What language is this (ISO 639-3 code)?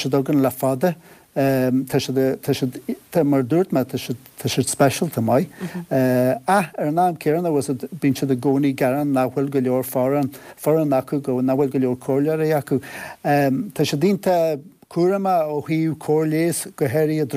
gle